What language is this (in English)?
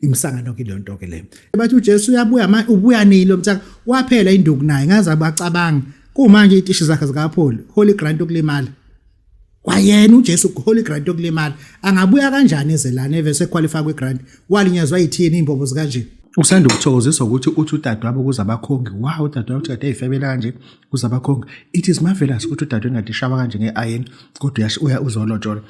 Zulu